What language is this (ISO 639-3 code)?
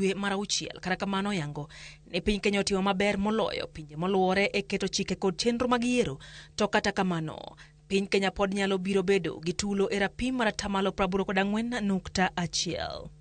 luo